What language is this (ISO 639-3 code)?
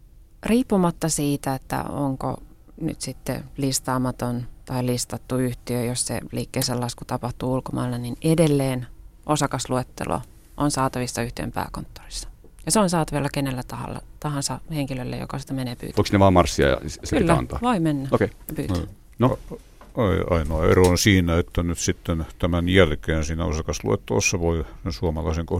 fin